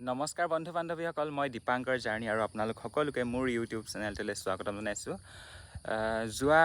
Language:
Assamese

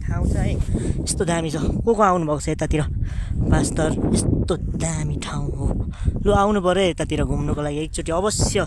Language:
Nepali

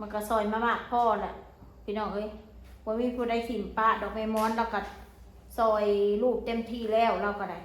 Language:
Northeastern Thai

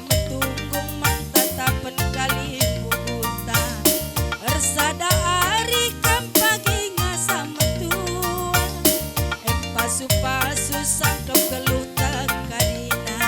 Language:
Batak Karo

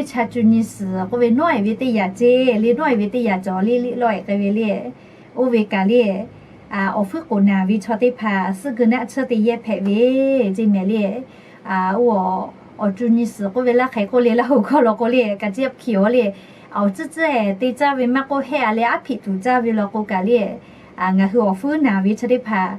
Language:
Lahu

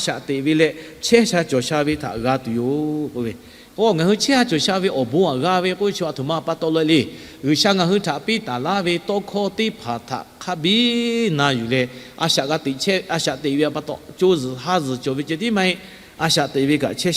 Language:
Lahu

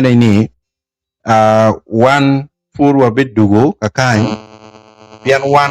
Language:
Acoli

